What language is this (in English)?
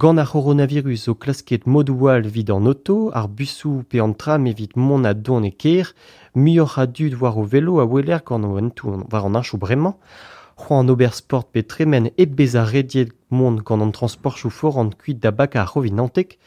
Breton